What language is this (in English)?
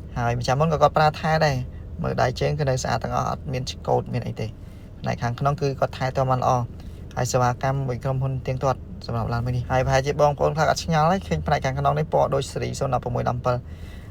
Khmer